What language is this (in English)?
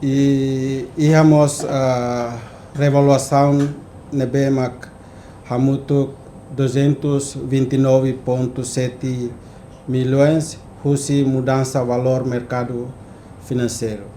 Tetum